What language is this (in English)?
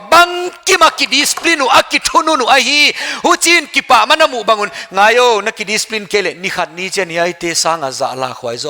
Paite Chin